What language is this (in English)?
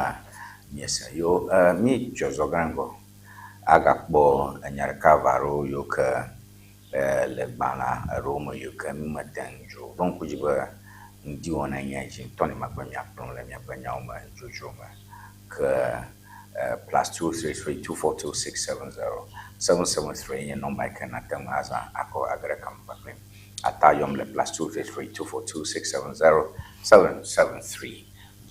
Ewe